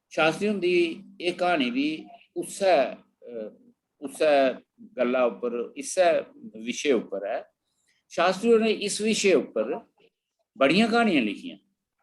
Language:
Dogri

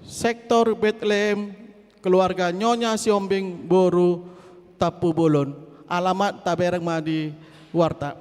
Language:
Batak Toba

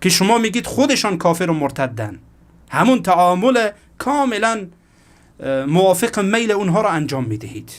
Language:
Persian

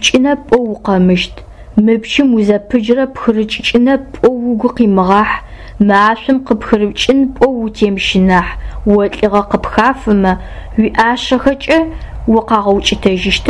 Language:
Adyghe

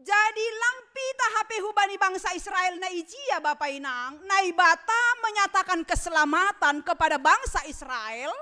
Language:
Batak Simalungun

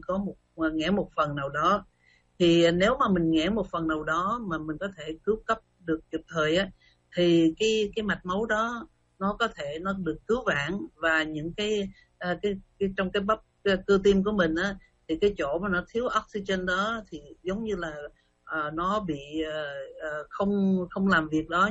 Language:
Vietnamese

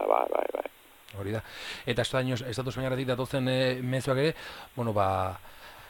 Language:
Basque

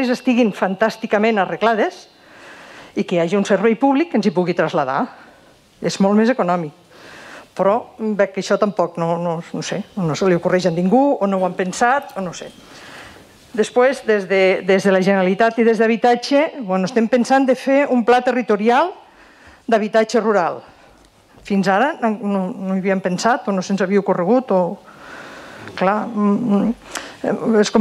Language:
Catalan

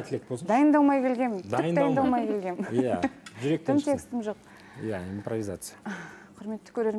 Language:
Kazakh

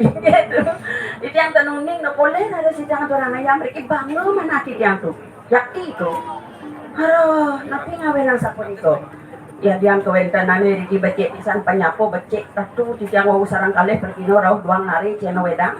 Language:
Balinese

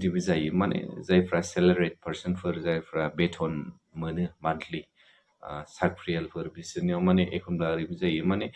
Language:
Bodo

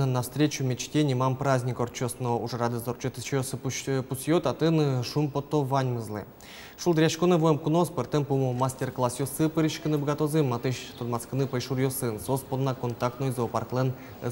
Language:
Udmurt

